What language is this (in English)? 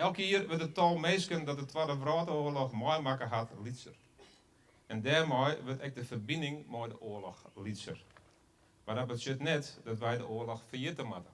Western Frisian